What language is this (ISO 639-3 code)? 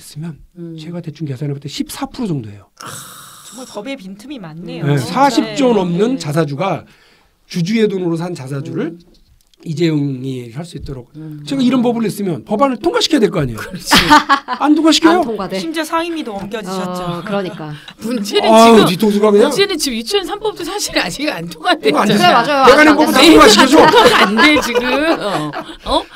kor